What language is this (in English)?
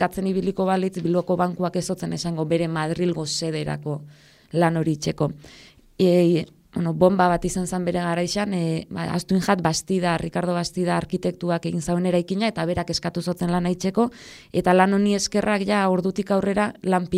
Basque